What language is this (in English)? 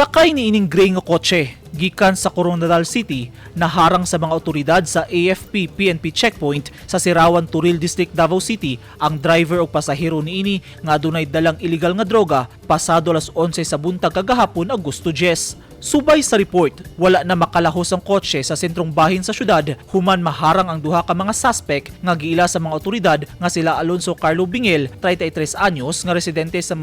Cebuano